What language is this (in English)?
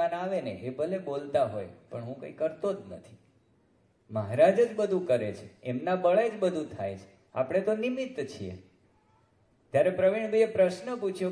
Gujarati